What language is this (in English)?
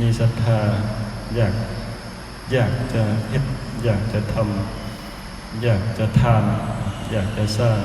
Northeastern Thai